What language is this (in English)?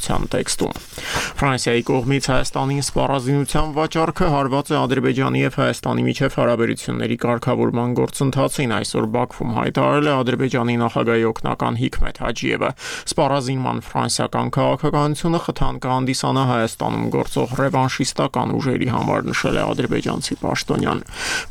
Armenian